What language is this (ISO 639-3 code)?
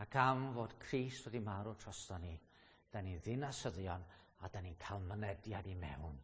cym